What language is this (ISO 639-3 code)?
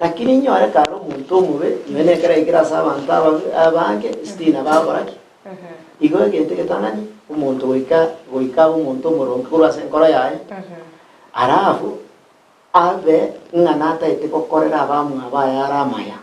guz